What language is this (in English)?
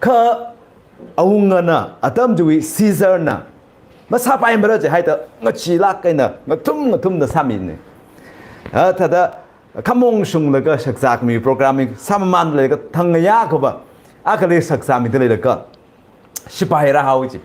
Tangkhul Naga (India)